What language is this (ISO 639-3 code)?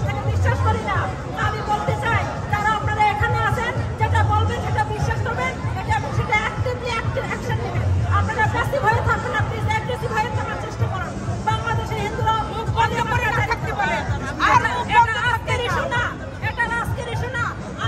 ben